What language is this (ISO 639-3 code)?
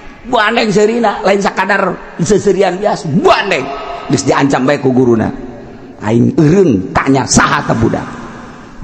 sun